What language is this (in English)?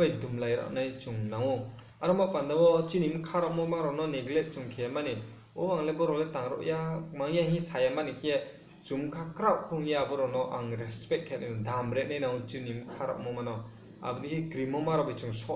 Riang (India)